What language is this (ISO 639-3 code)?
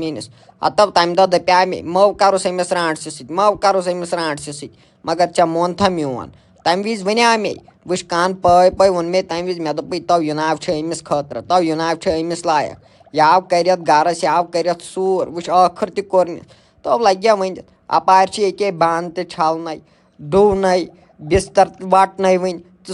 kas